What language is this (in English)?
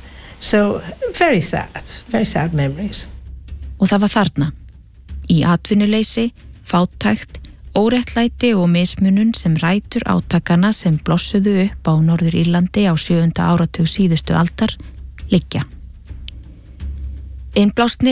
Icelandic